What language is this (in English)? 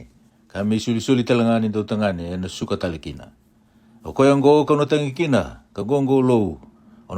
Fijian